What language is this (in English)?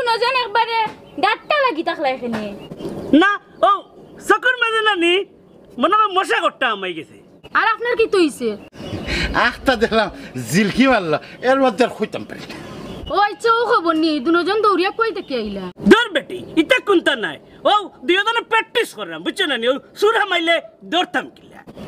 Sylheti